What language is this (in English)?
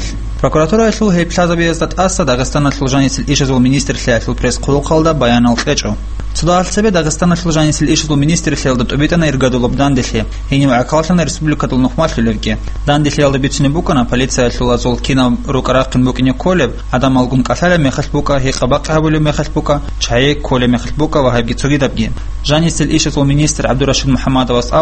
Avaric